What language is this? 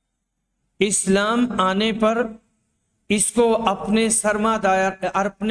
Urdu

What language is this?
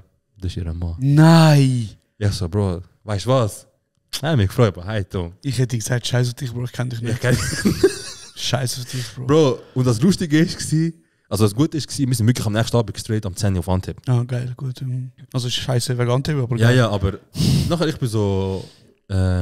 Swiss German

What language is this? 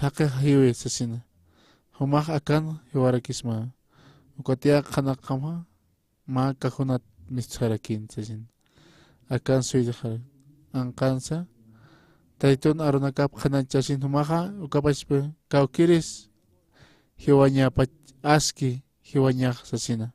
Aymara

